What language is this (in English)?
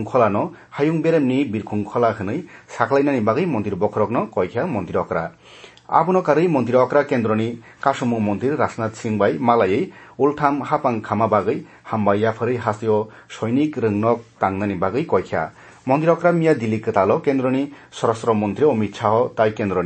Kok Borok